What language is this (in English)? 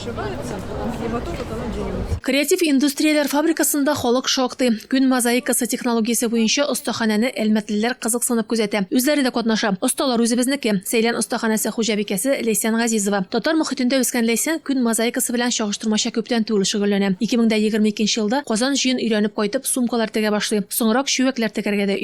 Tatar